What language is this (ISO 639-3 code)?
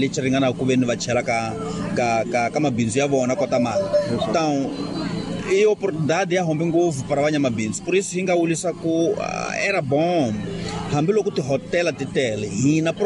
tso